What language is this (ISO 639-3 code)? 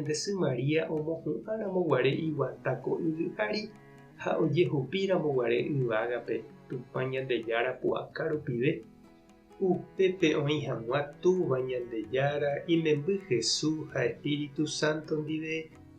grn